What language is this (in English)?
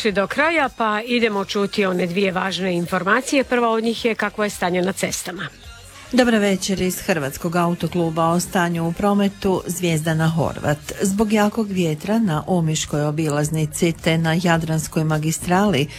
Croatian